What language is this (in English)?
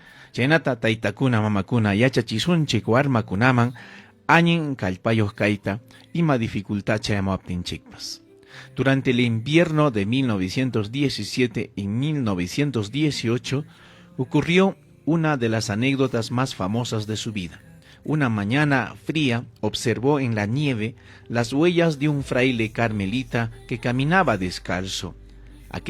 Ayacucho Quechua